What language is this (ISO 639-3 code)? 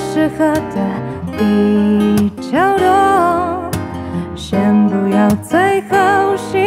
zho